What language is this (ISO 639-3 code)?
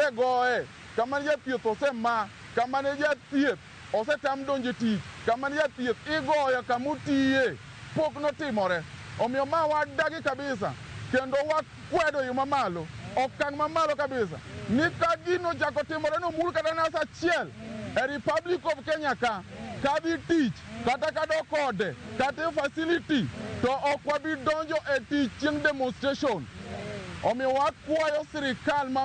luo